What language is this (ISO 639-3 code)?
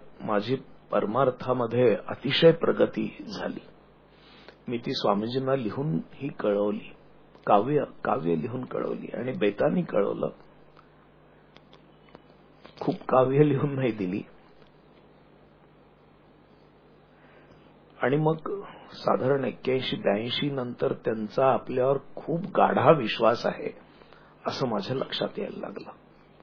mar